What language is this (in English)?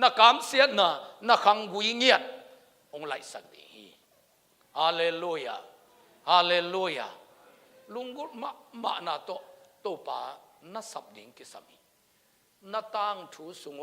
Tedim Chin